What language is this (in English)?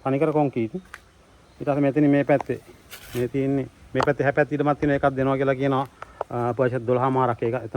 Sinhala